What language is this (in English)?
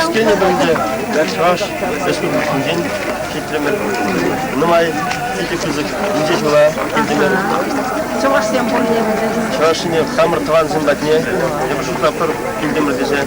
Chuvash